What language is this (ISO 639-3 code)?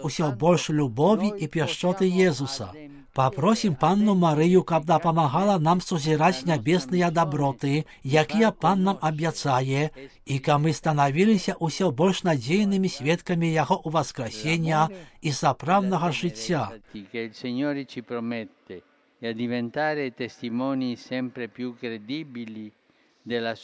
bel